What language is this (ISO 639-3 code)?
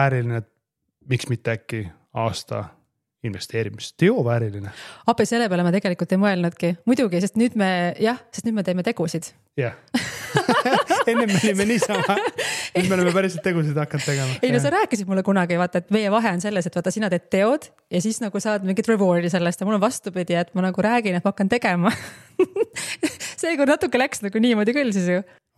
est